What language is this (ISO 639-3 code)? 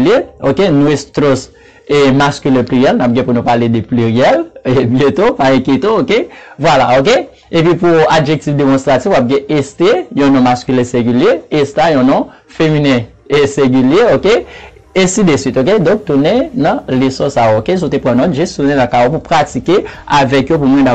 hat